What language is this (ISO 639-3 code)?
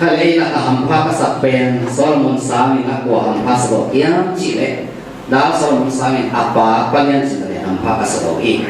ctd